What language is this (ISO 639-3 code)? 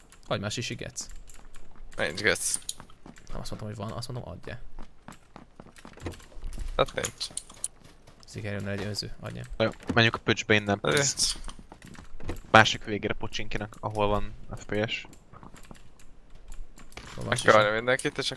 hun